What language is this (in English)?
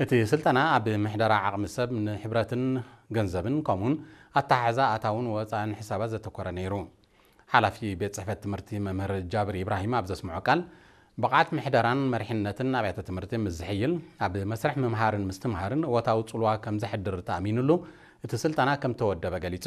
Tigrinya